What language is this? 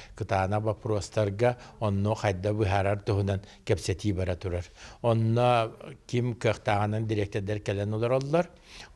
Yakut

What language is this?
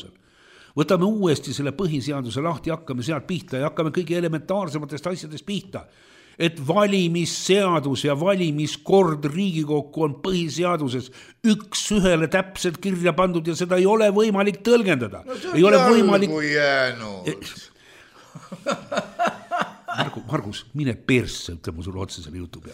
Estonian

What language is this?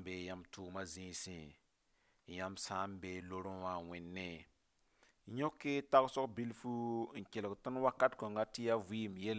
Mossi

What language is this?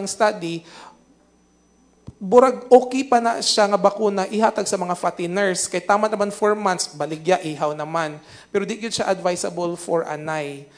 Cebuano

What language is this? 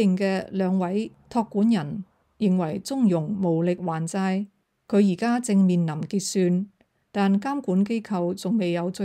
Cantonese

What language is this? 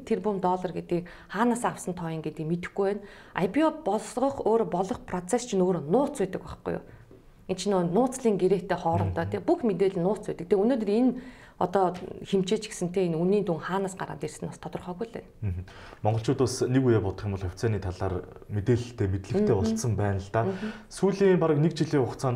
Mongolian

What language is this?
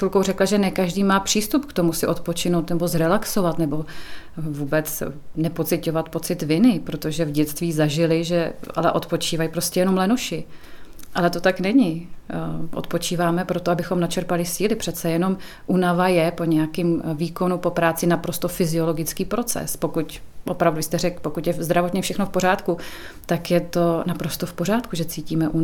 Czech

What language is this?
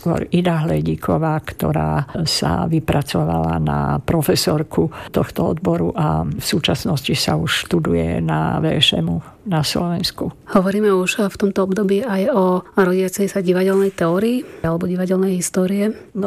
Slovak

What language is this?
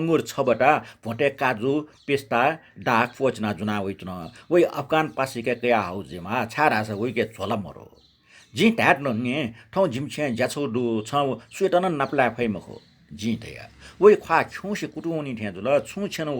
Newari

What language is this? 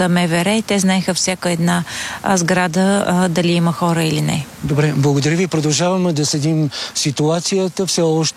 Bulgarian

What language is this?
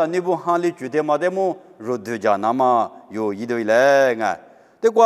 Lisu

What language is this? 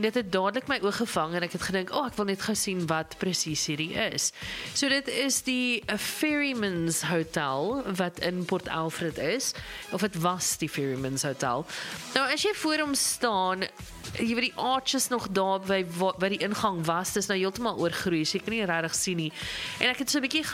Afrikaans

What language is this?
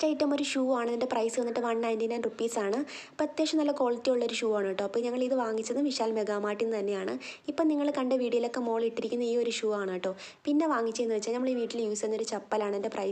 Malayalam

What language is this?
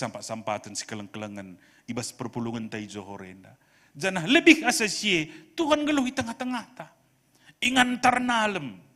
Batak Karo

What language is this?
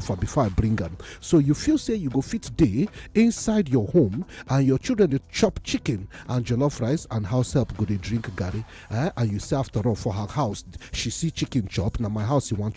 Nigerian Pidgin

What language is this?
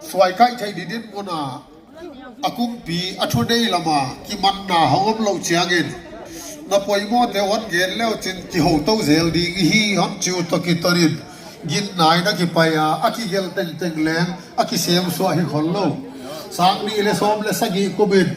Paite Chin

